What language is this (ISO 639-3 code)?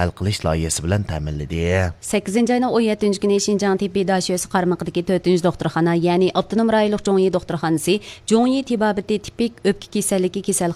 uig